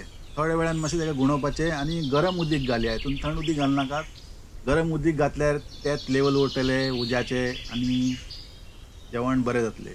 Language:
Konkani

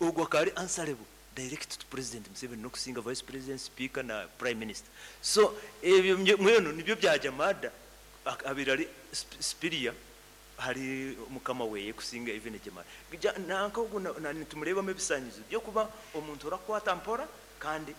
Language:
Nyankole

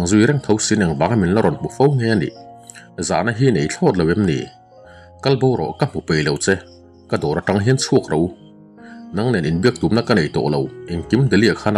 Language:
Mizo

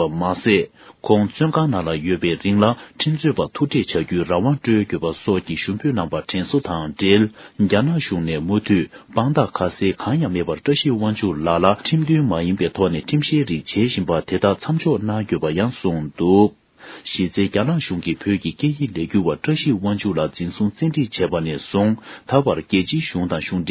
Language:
Tibetan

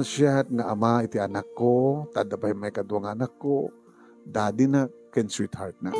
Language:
Iloko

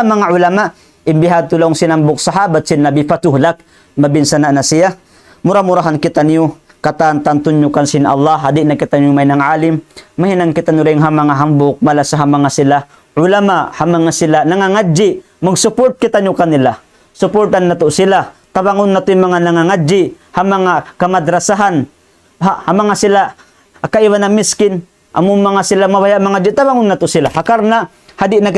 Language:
Tausug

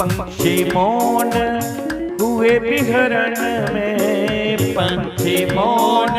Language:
Dogri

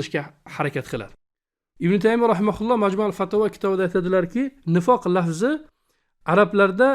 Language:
Uzbek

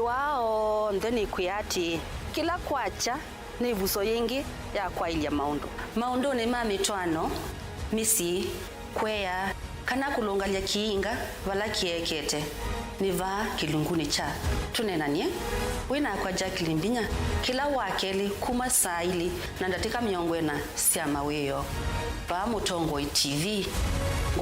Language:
Kamba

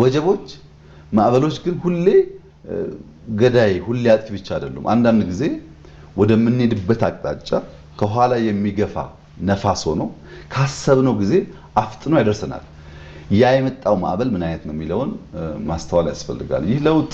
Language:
Amharic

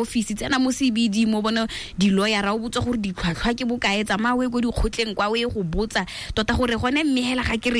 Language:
Tswana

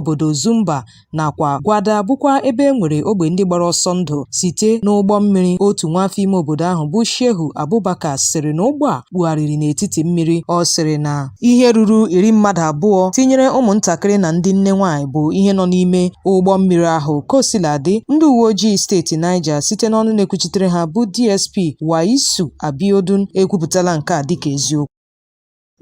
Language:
Igbo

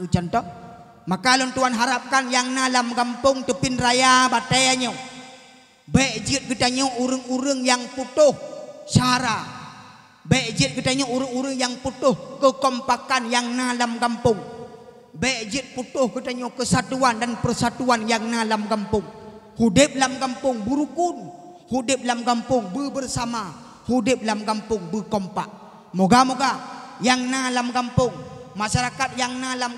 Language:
Achinese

